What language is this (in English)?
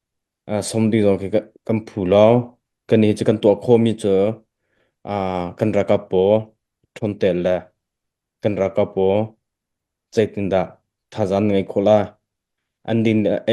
Hakha Chin